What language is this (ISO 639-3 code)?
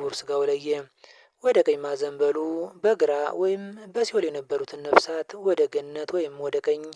amh